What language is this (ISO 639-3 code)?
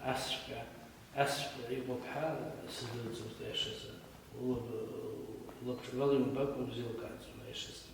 abk